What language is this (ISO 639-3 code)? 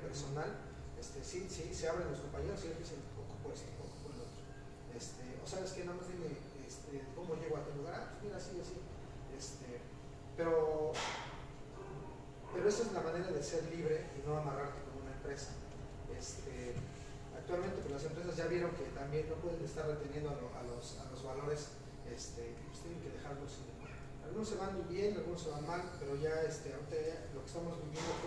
spa